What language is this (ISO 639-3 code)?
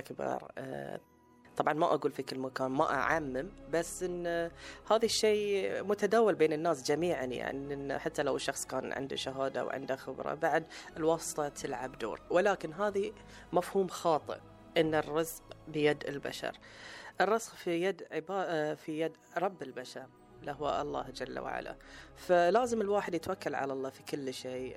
afb